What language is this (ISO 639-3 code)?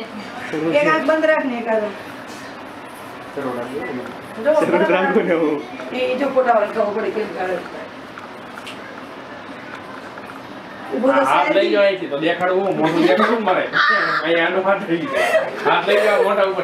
guj